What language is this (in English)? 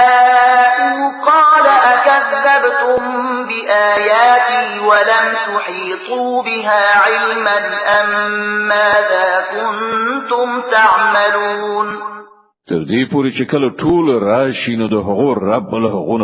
Pashto